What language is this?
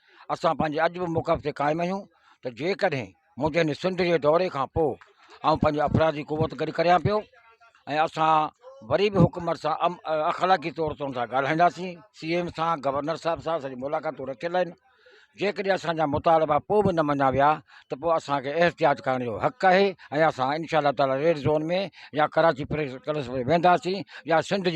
Sindhi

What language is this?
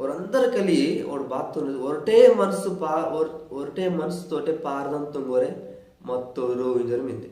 Koya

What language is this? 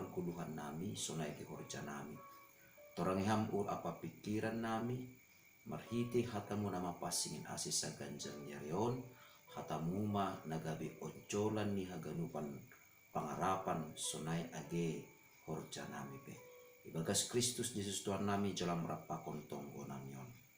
Batak Simalungun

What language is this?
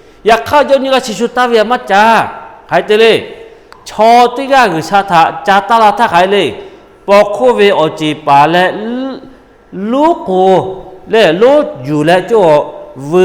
Lahu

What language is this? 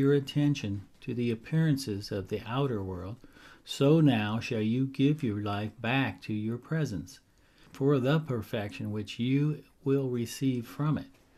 English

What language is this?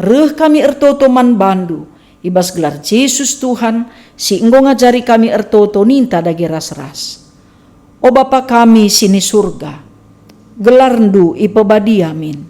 Batak Karo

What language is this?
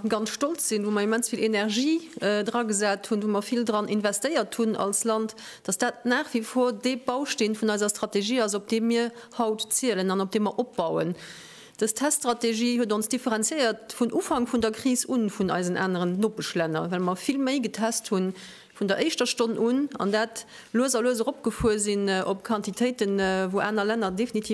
Luxembourgish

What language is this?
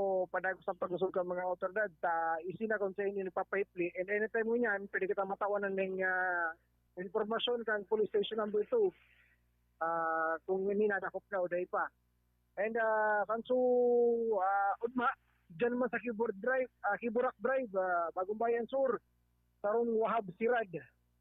Bikol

